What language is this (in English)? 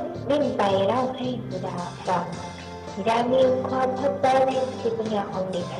Thai